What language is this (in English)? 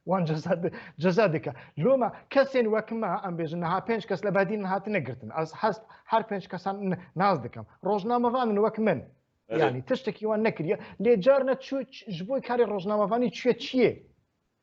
Kurdish